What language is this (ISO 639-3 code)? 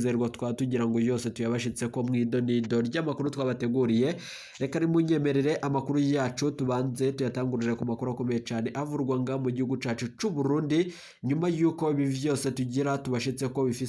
run